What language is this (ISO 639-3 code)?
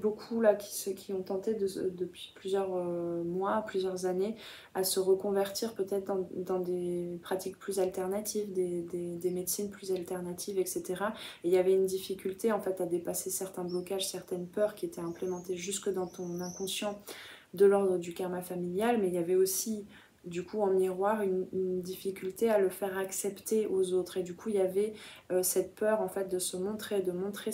fra